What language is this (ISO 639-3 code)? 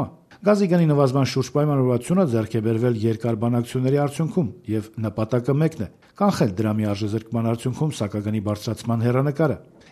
hye